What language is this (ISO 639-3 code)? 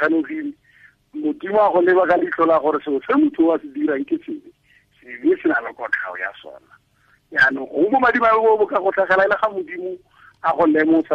tsn